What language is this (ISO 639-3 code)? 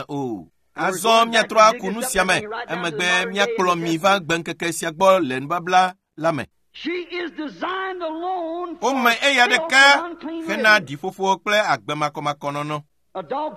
ewe